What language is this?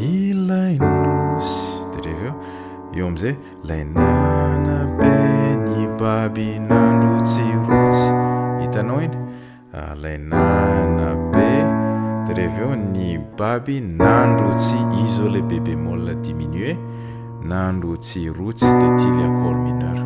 Malagasy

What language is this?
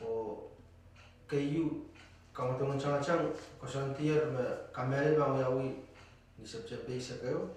Pohnpeian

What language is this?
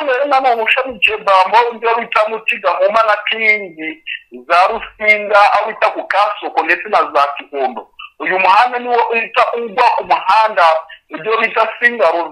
Kinyarwanda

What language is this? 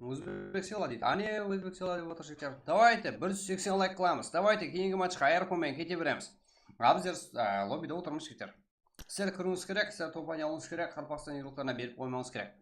Kara-Kalpak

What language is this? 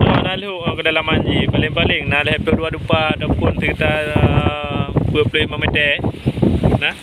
Achinese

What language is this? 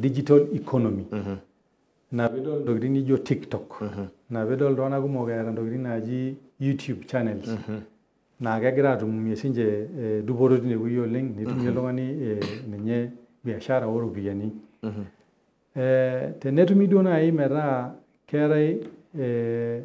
Masai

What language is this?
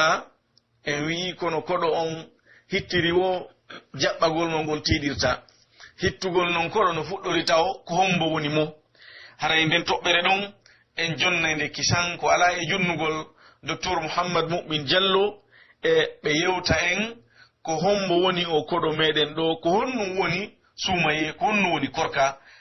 Pular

